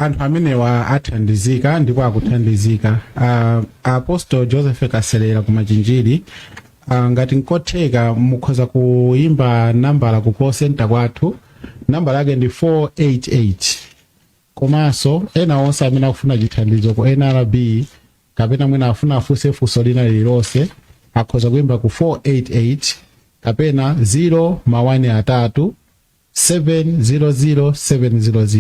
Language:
Nyanja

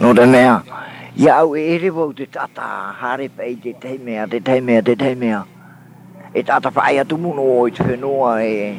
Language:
Tahitian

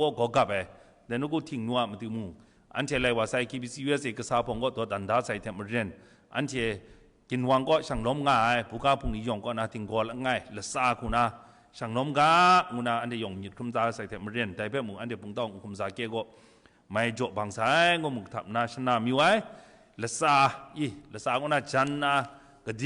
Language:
Kachin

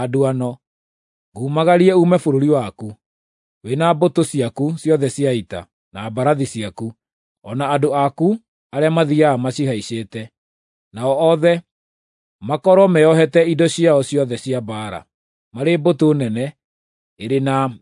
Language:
Kikuyu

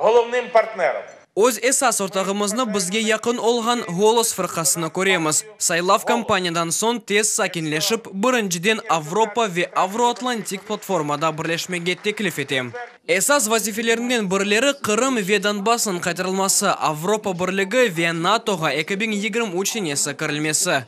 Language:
Crimean Tatar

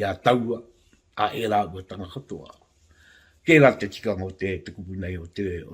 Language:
Māori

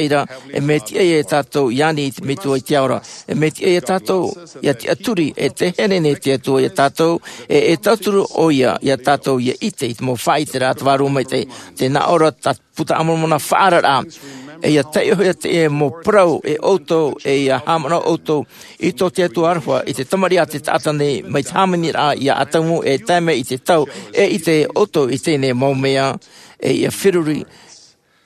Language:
Tahitian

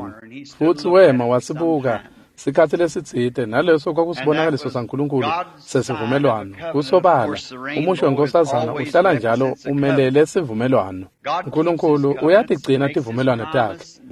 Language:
Swati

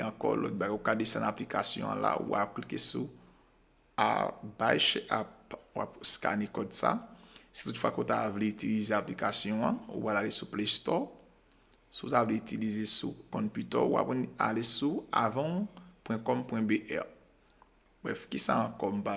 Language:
Haitian Creole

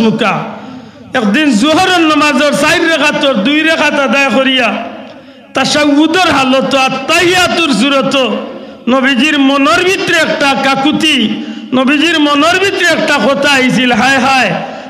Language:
Sylheti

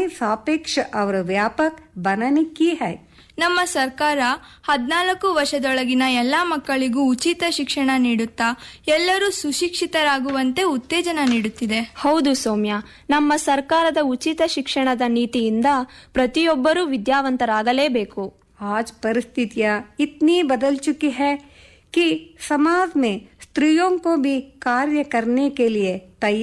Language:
Kannada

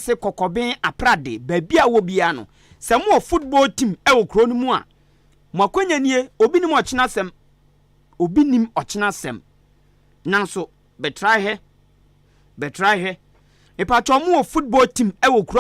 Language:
Akan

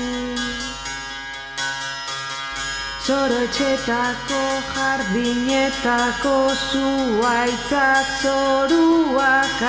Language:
Basque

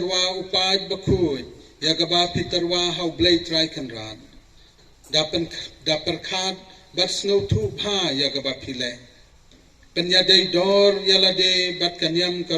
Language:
Khasi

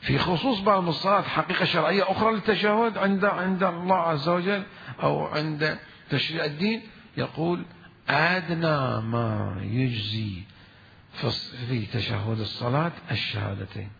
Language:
Mesopotamian Arabic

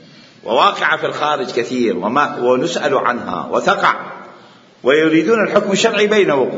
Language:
Mesopotamian Arabic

